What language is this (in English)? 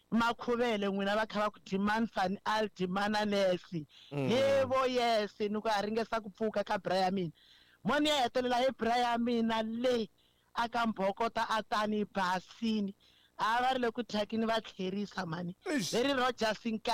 Tsonga